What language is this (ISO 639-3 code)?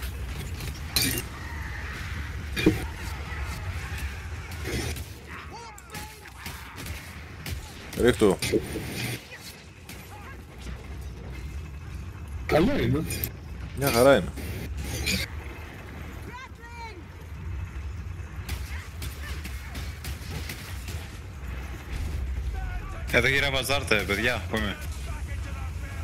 ell